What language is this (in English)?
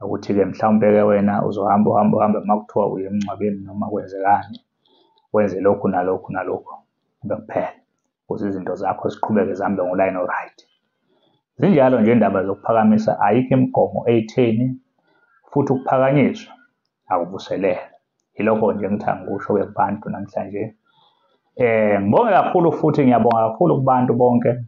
Zulu